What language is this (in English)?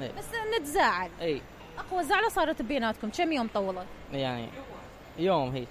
Mesopotamian Arabic